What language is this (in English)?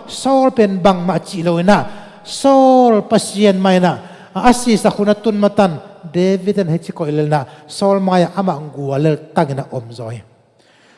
Tedim Chin